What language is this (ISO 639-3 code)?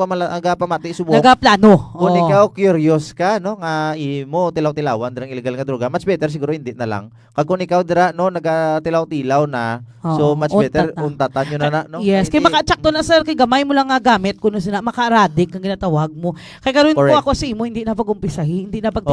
hil